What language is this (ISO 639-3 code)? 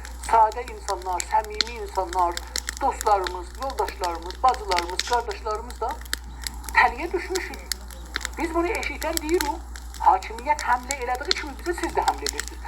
azb